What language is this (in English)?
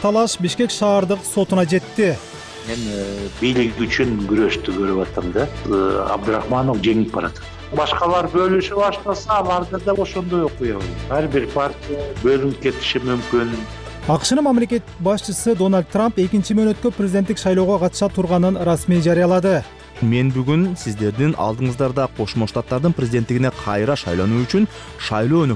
Kyrgyz